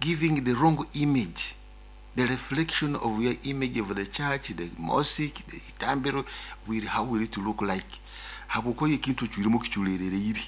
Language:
Nyoro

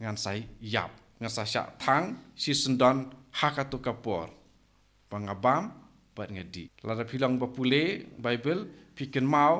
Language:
Khasi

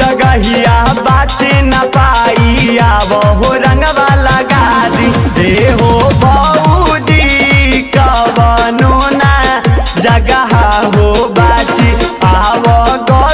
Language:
Bhojpuri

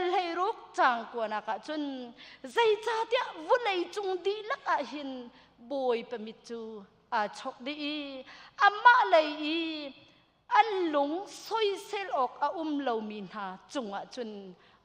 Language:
Hakha Chin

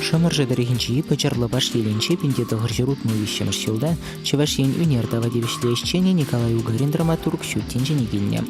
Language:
Chuvash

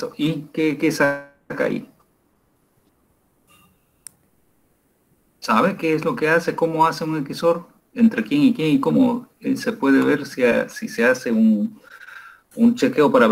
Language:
Spanish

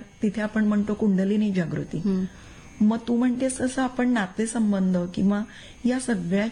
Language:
Marathi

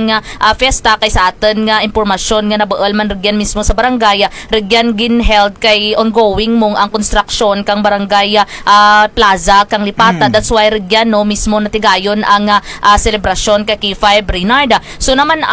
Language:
Kinaray-a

